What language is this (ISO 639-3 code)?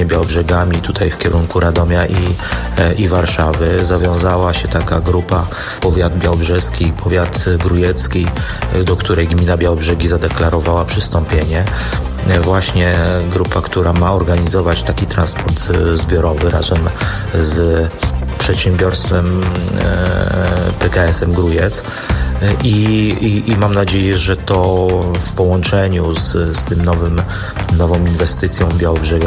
pol